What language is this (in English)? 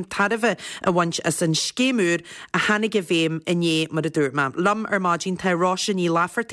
Irish